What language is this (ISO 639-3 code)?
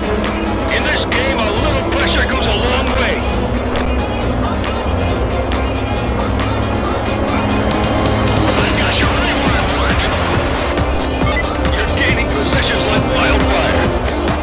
eng